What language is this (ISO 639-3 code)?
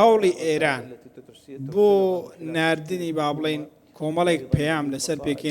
ckb